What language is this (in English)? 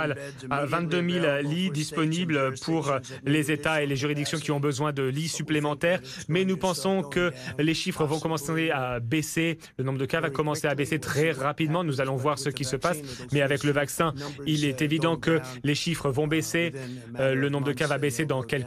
French